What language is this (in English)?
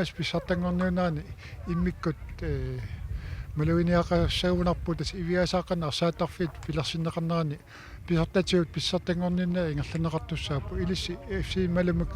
Kalaallisut